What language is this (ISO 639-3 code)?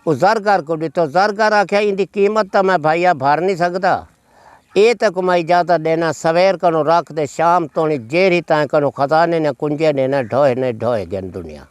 skr